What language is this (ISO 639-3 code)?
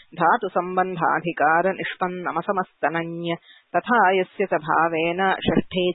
san